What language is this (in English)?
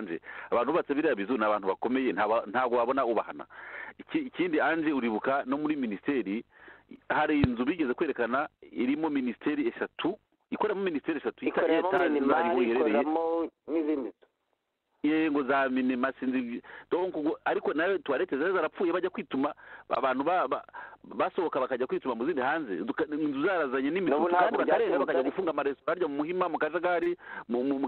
Kinyarwanda